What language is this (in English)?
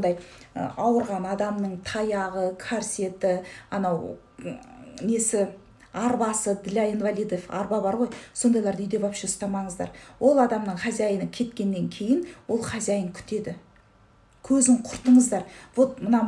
Kazakh